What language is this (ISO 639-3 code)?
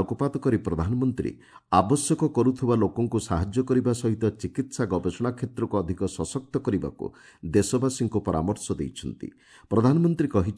ori